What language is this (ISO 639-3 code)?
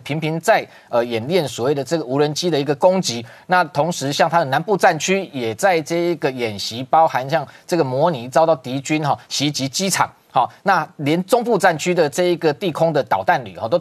zho